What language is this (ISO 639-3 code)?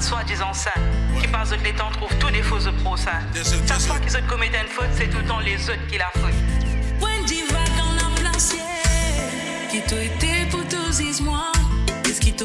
mfe